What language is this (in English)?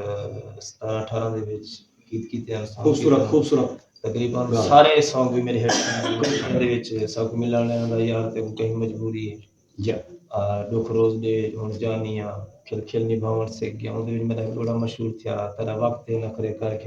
Saraiki